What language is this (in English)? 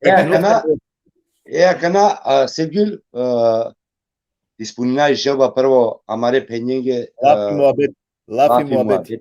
Balkan Romani